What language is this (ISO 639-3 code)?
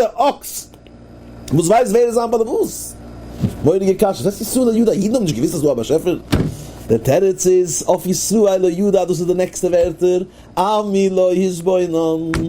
yid